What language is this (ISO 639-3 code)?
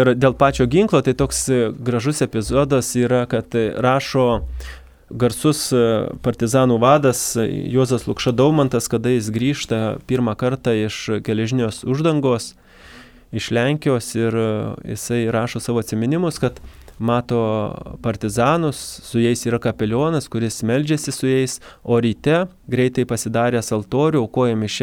lit